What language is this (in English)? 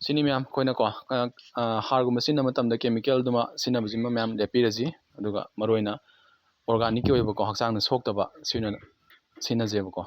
Manipuri